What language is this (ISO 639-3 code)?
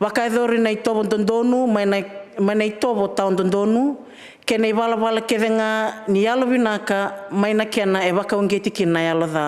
fij